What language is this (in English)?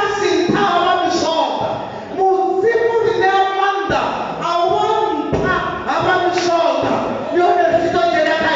Venda